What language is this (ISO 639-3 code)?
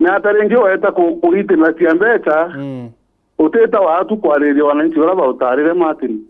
mer